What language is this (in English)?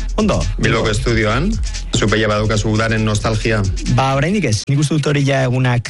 Basque